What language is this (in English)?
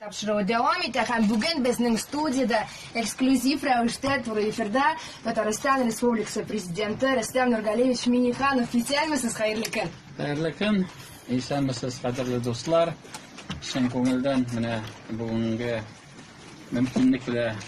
Tatar